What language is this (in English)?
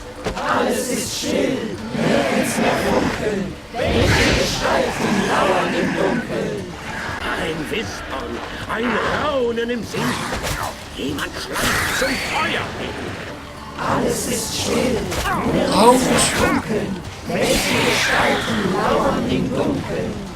Swiss German